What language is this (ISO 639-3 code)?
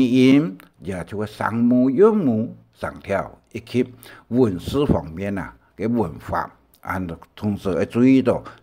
hak